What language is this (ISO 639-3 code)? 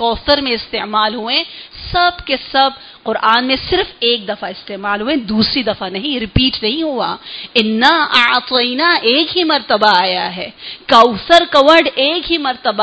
urd